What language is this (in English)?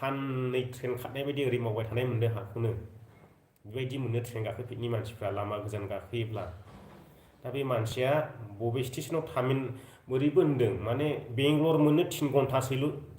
Bodo